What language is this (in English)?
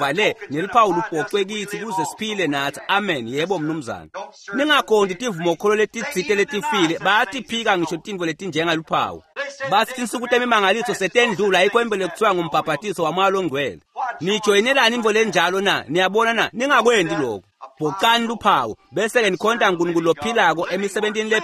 Swati